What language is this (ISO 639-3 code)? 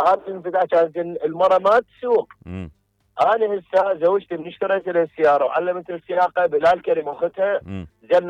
acm